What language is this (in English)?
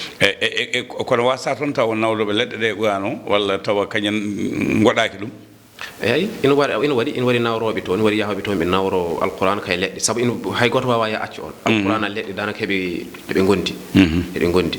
Fula